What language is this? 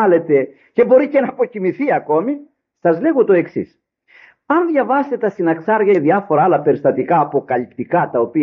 Greek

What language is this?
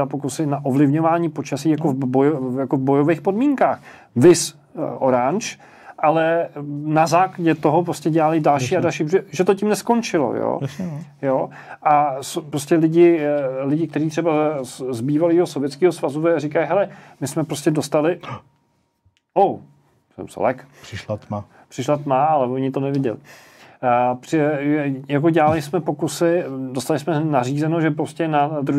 Czech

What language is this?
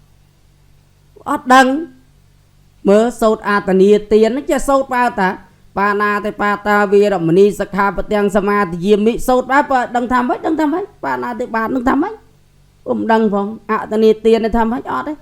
Khmer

